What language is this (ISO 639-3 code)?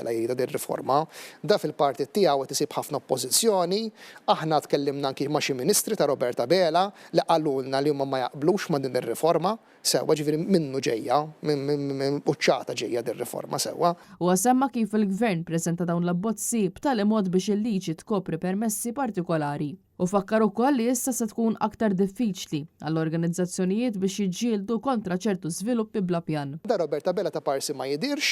mlt